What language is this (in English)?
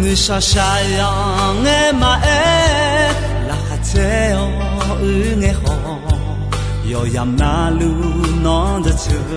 Akha